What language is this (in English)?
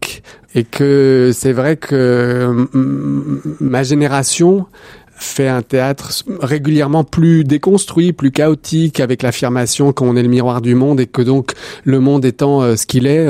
French